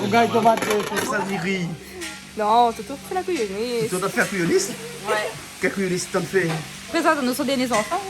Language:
Réunion Creole French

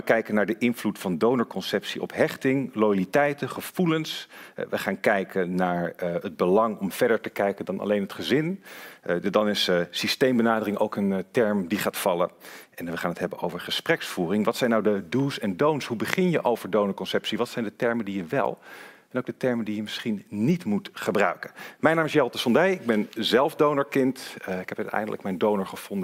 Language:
Dutch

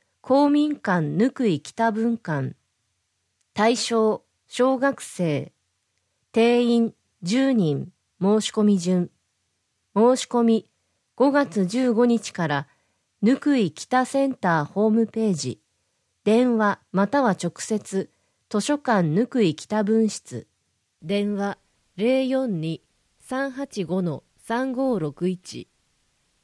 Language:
Japanese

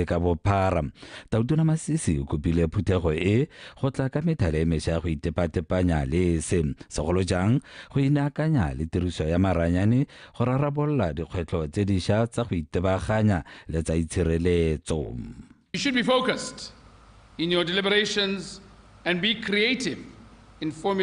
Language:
Tswana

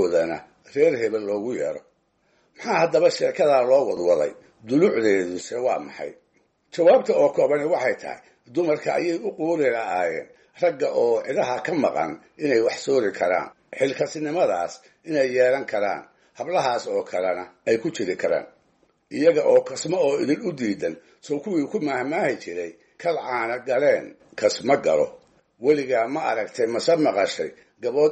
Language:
Somali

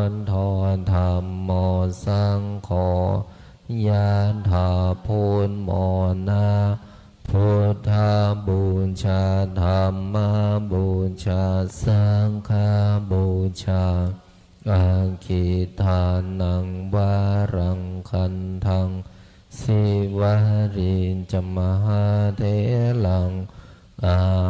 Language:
Pali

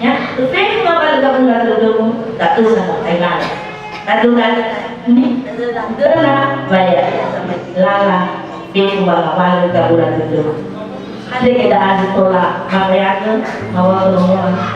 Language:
Nias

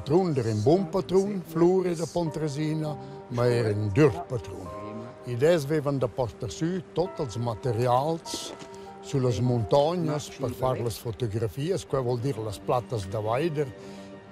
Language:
Romansh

